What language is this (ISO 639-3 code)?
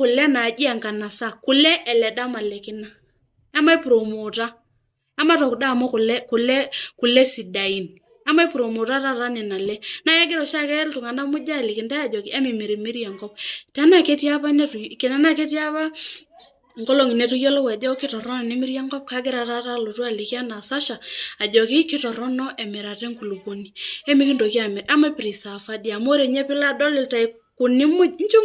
mas